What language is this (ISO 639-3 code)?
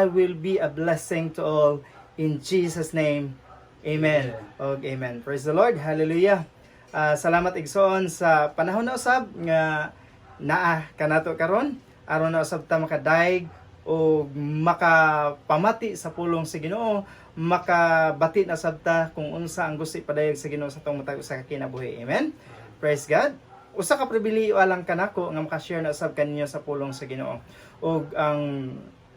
ceb